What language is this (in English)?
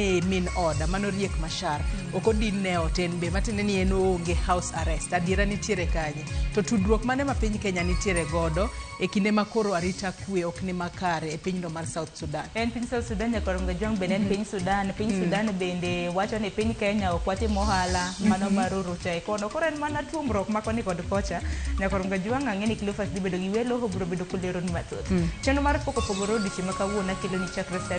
Luo (Kenya and Tanzania)